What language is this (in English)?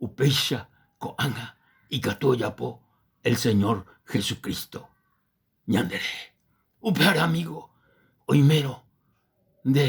Guarani